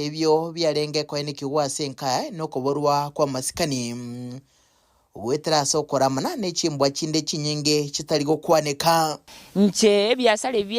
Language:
Gusii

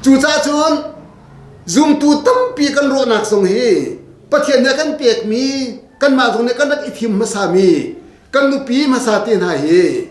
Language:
Hakha Chin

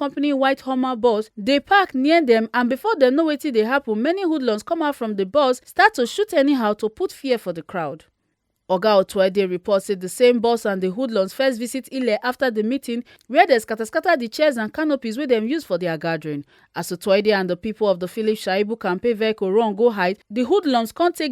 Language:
Nigerian Pidgin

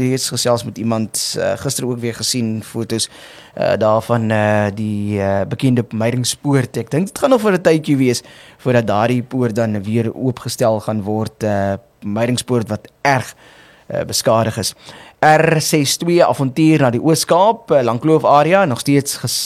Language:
Afrikaans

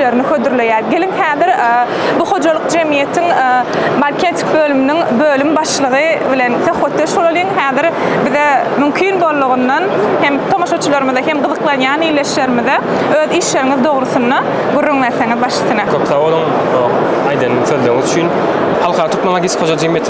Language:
Turkmen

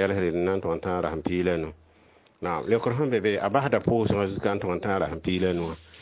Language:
Mossi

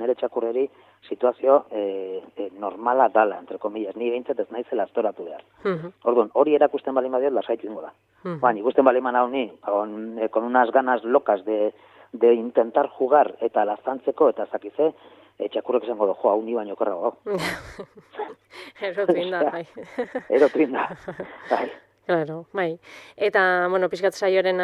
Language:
Basque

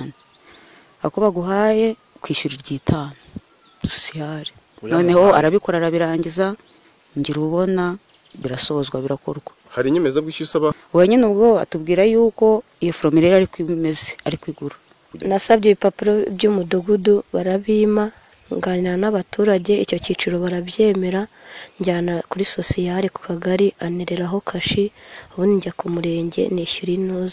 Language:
Kinyarwanda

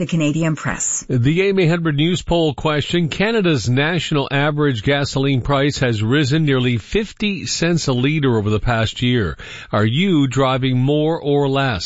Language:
English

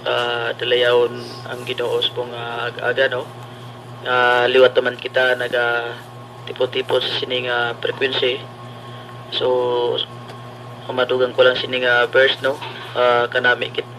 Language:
Hiligaynon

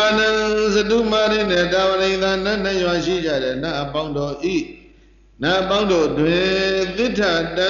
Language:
Burmese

